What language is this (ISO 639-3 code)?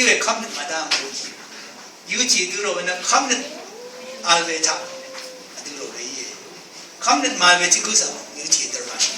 raw